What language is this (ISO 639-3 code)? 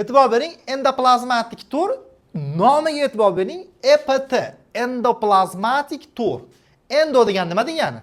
uzb